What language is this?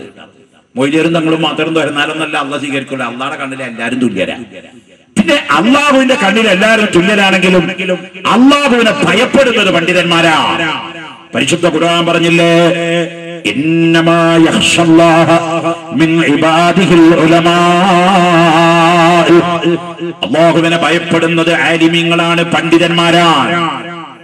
Malayalam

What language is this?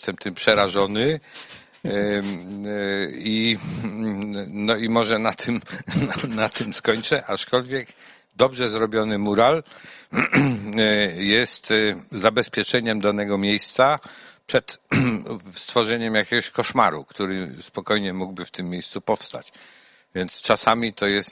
Polish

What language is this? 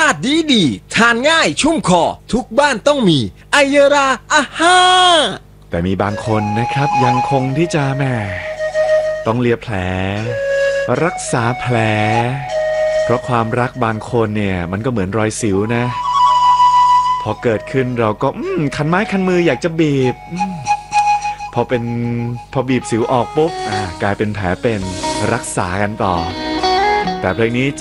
Thai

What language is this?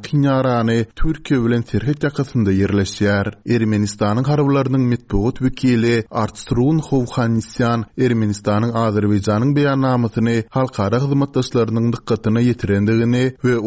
Turkmen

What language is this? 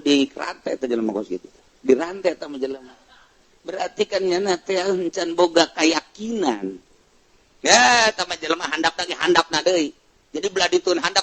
Sundanese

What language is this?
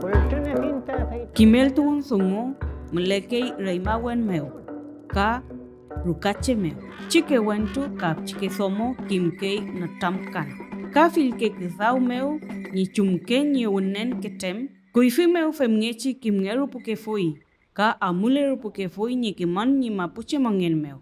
Mapuche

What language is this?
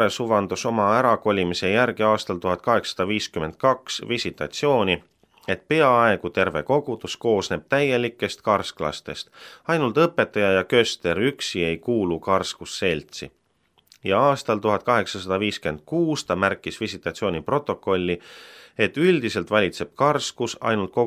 Estonian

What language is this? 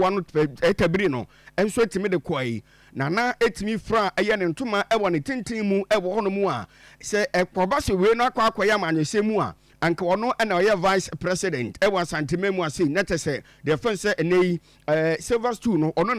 Akan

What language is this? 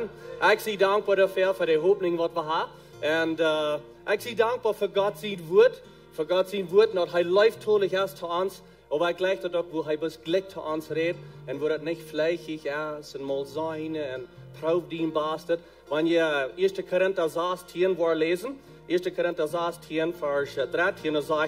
Plautdietsch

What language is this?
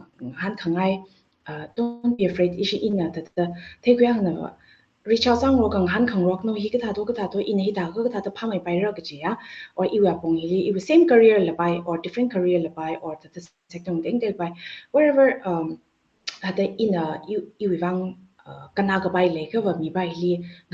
Tangkhul Naga (India)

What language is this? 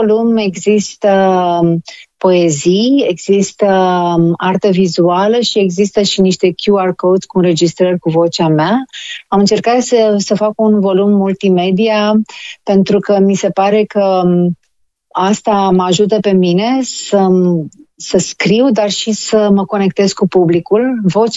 Romanian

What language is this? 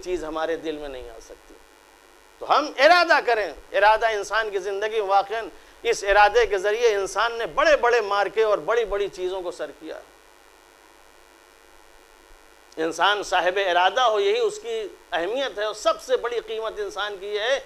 Urdu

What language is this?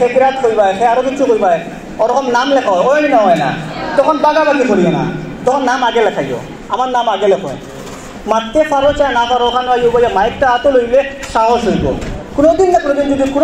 Sylheti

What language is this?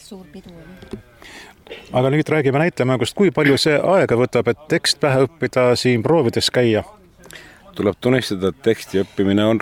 Estonian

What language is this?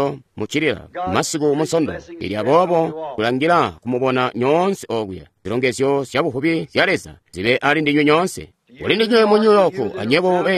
Tonga (Zambia)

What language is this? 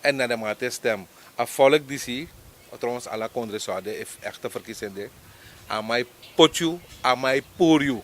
Sranan Tongo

